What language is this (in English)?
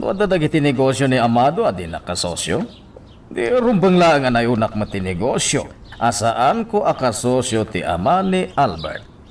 Iloko